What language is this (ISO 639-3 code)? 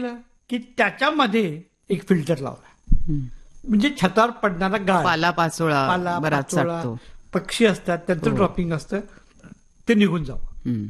mar